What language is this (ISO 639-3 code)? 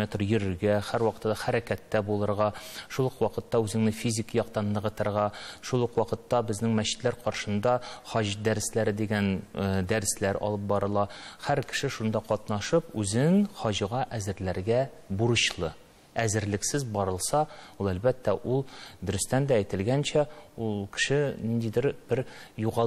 tat